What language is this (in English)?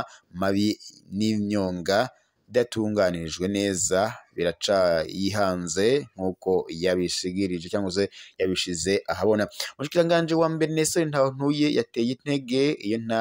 Rundi